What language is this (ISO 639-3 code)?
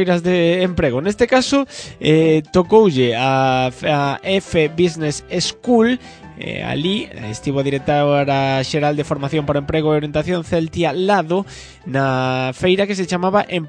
glg